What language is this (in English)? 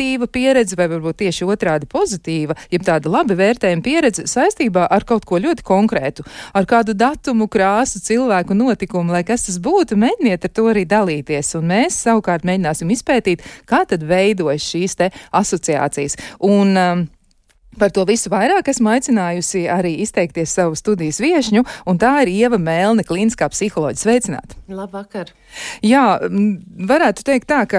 Latvian